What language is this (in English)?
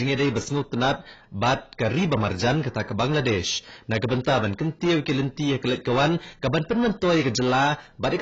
Khasi